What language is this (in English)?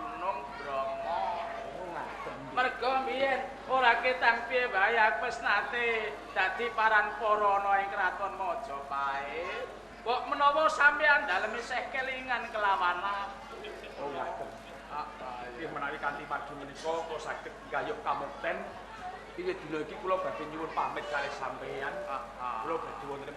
Javanese